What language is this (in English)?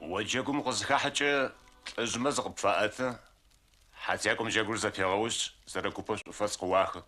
Adyghe